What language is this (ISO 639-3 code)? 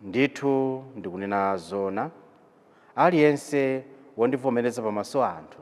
nya